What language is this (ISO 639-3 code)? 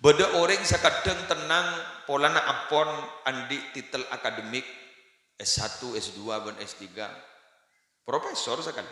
mad